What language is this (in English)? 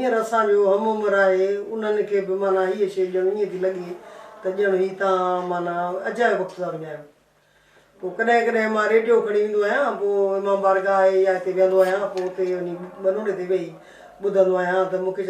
Sindhi